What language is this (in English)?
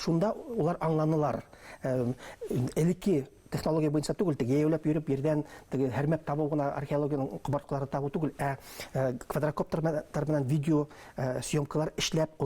Bashkir